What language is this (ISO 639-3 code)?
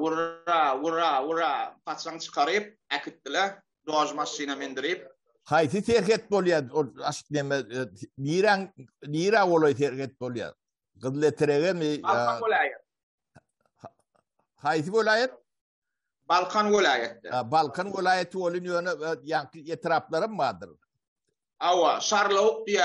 tuk